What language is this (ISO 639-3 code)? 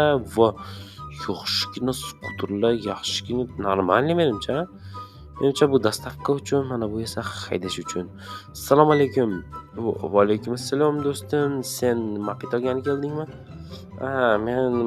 uzb